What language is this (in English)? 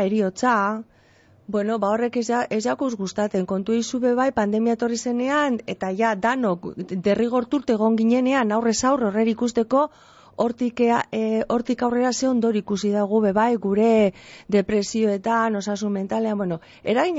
Basque